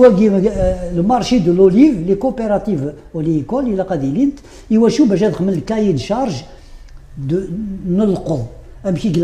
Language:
Kabyle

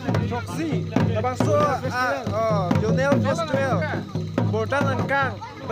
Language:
Karbi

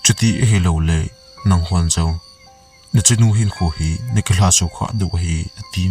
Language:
Thado Chin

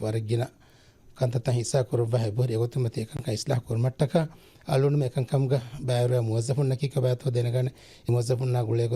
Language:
Divehi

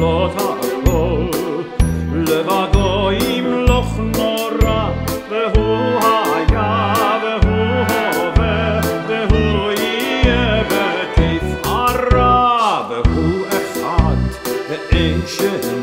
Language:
Hebrew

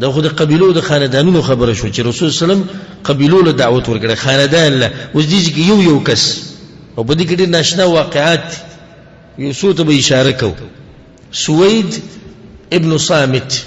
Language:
Pashto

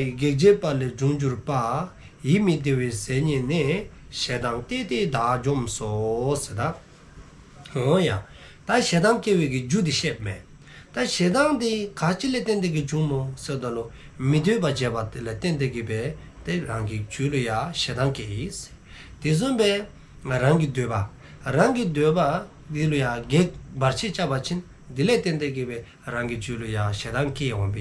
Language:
Dzongkha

